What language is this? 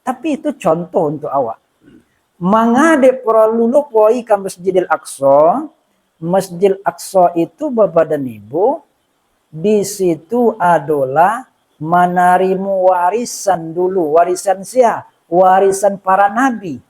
Minangkabau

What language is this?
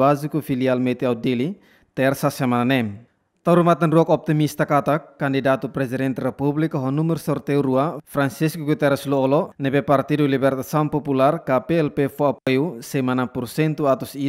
Tetum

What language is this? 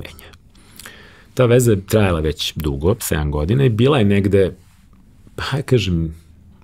Serbian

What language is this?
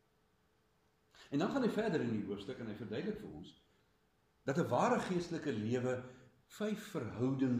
Afrikaans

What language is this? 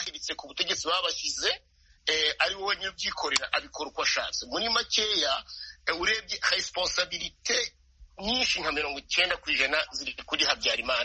Kinyarwanda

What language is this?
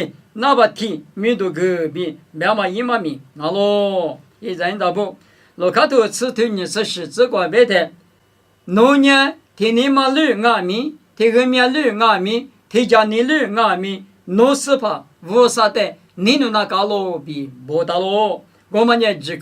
Lisu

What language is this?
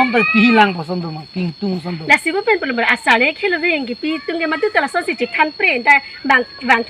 Karbi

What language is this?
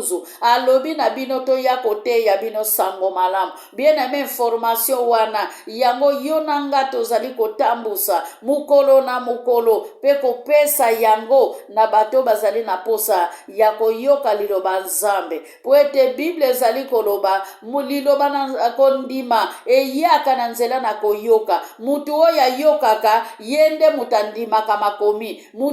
Lingala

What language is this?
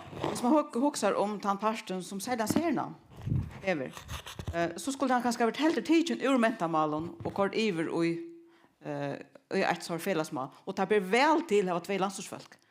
Faroese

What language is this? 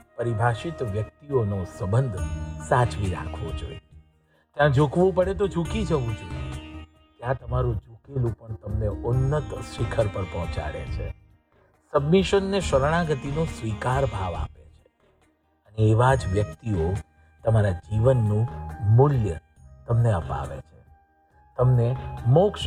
Gujarati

